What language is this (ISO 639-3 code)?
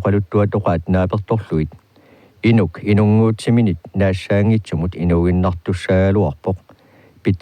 kal